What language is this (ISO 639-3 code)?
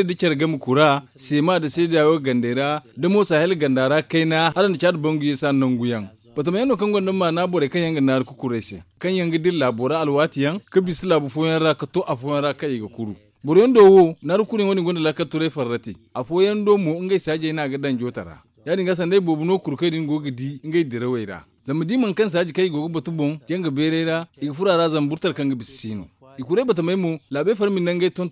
dje